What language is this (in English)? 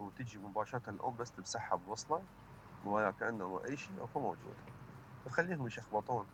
Mesopotamian Arabic